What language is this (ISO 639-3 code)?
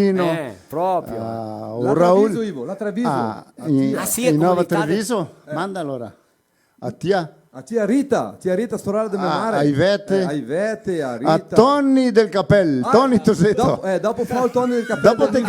vec